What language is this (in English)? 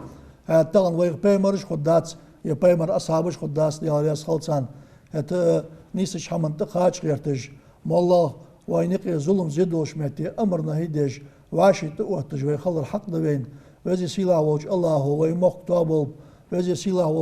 Ingush